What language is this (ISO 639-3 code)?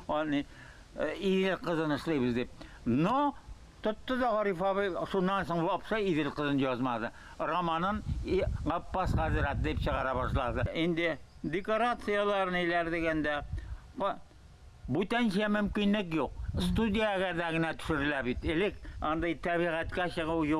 tat